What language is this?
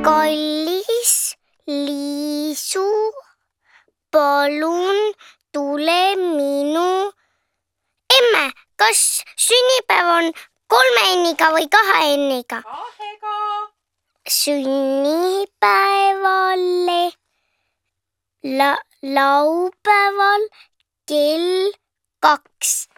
Estonian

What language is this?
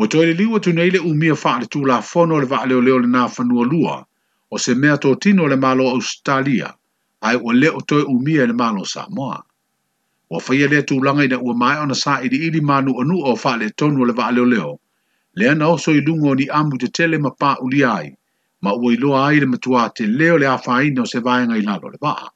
Samoan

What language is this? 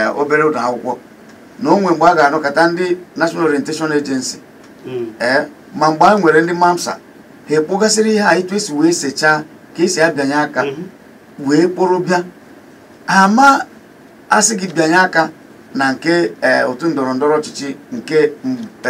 Igbo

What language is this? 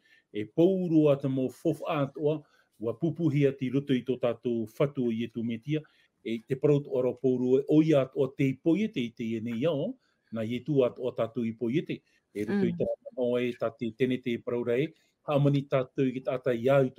Tahitian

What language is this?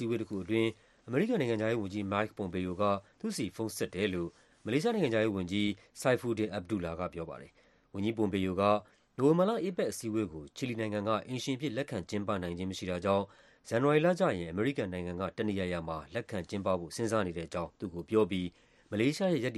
Burmese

